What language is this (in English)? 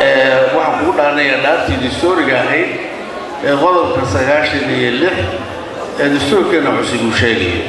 Somali